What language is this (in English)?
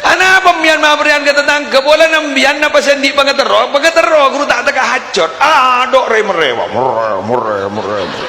Madurese